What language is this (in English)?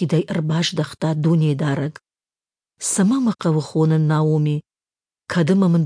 Ossetic